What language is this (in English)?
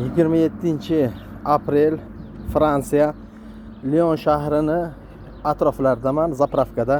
Uzbek